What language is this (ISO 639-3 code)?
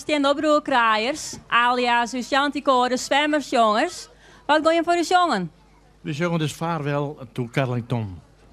fry